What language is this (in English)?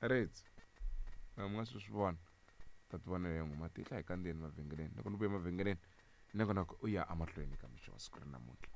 Tsonga